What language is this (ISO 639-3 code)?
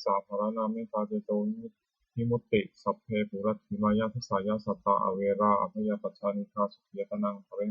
pli